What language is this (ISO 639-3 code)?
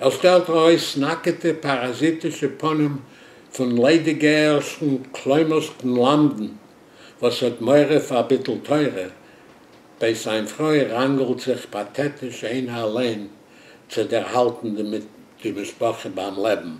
yid